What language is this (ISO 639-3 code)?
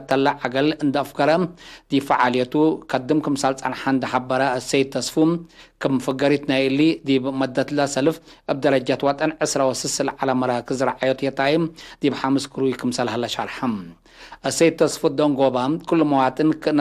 tig